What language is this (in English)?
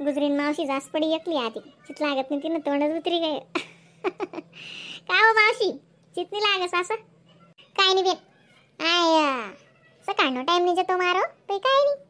Khandesi